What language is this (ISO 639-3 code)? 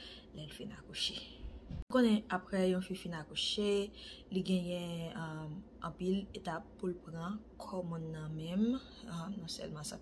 hat